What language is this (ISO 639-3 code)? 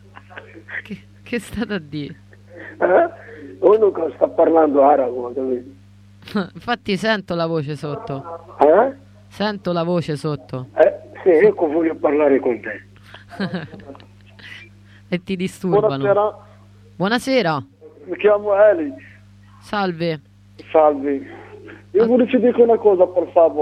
ita